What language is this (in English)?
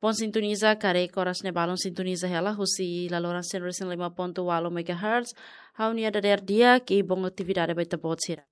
Tetum